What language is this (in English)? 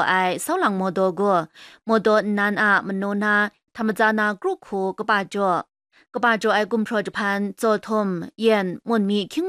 Kachin